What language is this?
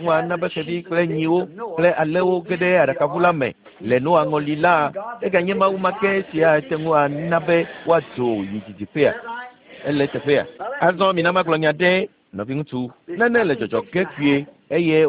Ewe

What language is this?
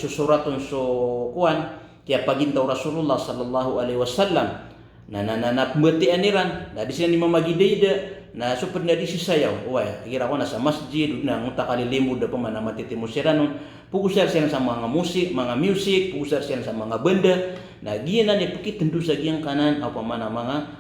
Maranao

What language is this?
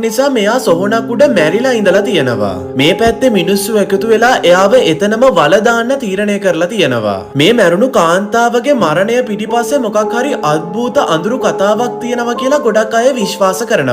Sinhala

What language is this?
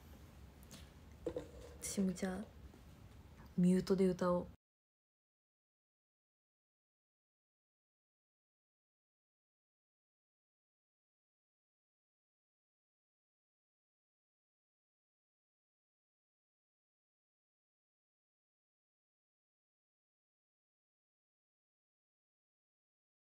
Japanese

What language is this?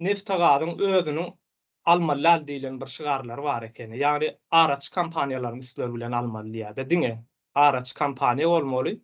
Turkmen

